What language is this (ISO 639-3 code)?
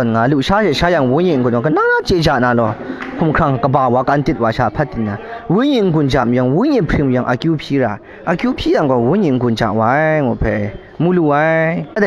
kac